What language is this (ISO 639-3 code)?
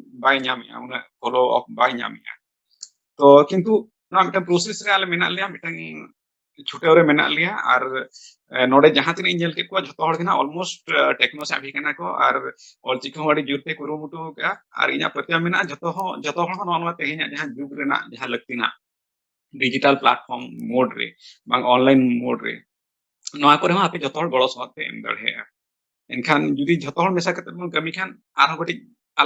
sat